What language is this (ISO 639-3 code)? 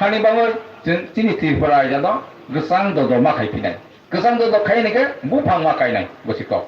trp